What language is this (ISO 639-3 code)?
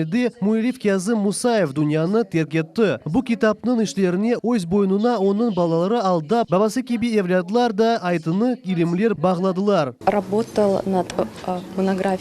crh